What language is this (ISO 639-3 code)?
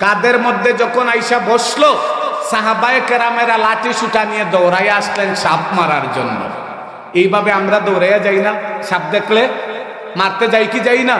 syl